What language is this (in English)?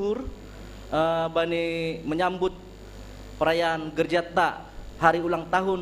Batak Simalungun